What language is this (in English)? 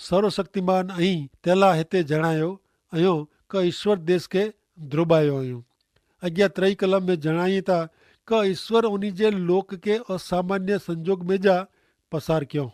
Kachhi